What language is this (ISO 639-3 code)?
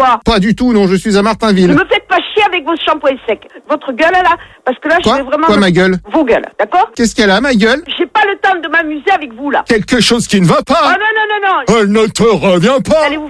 fra